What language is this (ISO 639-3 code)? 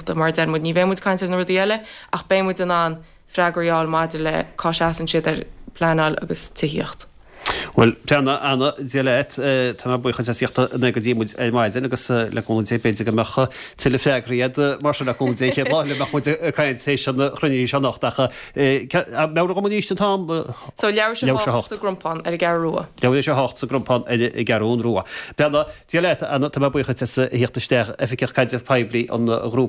gle